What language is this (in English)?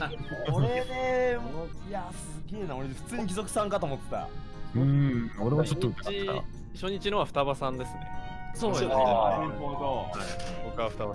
Japanese